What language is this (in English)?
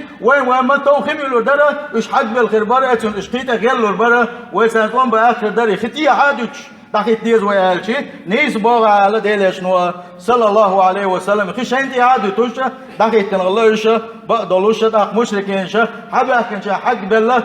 Chechen